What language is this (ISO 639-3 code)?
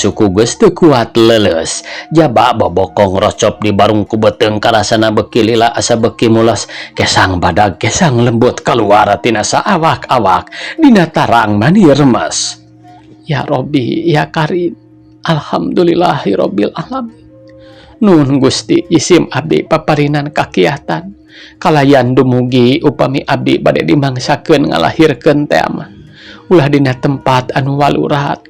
sun